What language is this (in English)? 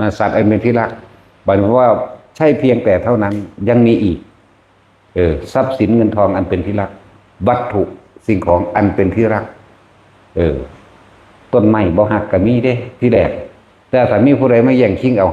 Northeastern Thai